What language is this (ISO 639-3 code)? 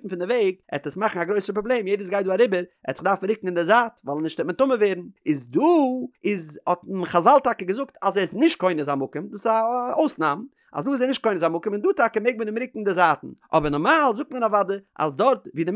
yid